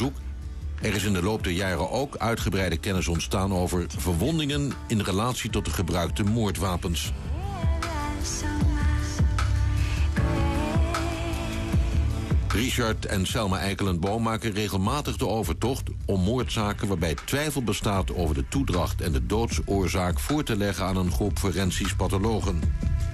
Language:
Dutch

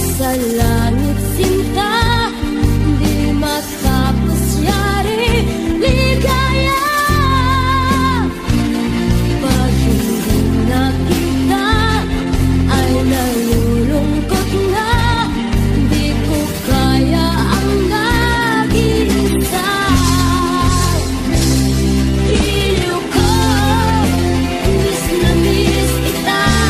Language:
Filipino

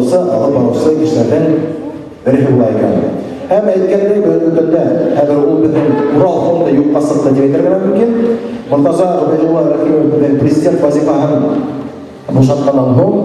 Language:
Bashkir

